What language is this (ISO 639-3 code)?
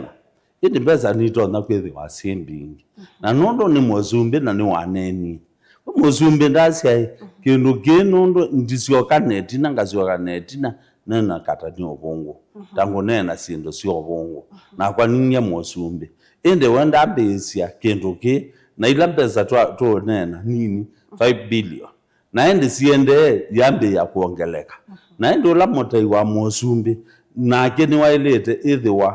kam